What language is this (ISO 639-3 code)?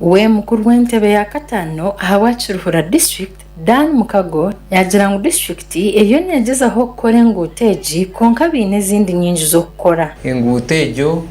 nyn